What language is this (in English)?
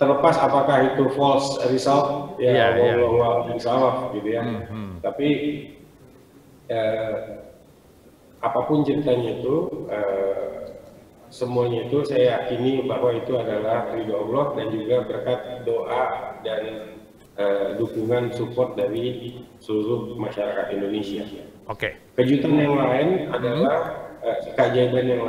Indonesian